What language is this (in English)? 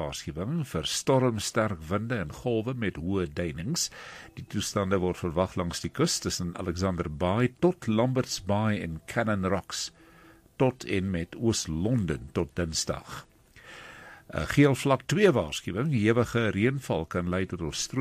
Afrikaans